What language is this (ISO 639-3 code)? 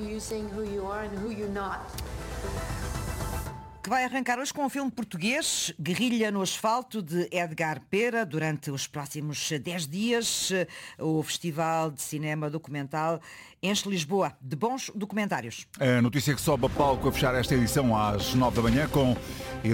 por